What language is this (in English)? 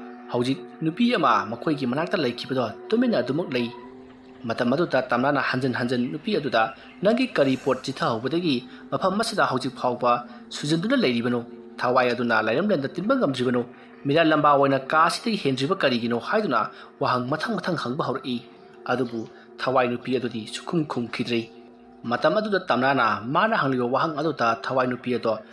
Manipuri